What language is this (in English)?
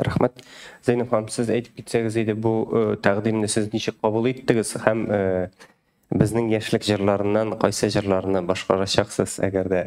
Tatar